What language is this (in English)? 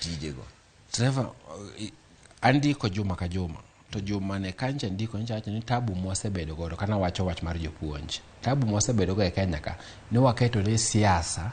Luo (Kenya and Tanzania)